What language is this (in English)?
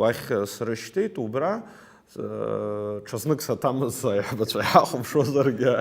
Abkhazian